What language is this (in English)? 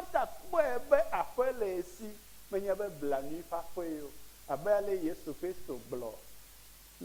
Ewe